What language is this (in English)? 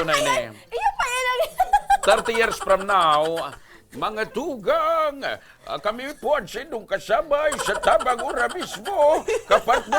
Bikol